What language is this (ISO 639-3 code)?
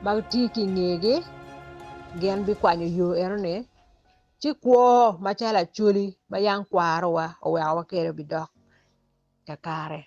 ach